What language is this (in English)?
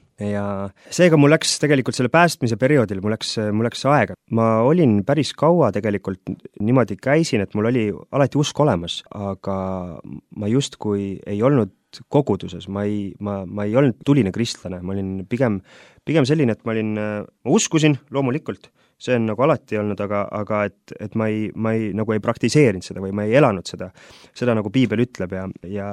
Estonian